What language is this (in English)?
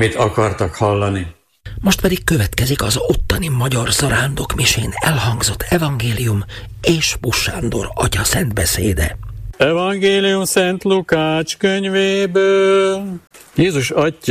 Hungarian